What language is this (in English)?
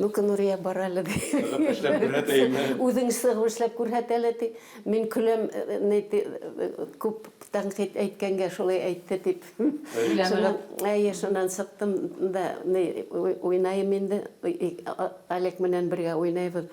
Bashkir